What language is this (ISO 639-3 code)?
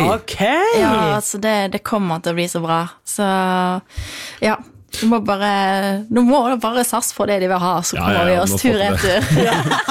nor